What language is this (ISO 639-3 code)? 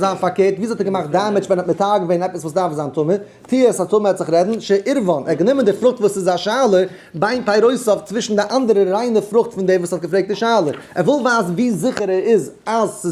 yid